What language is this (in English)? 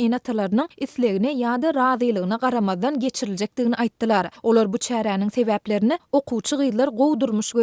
Turkmen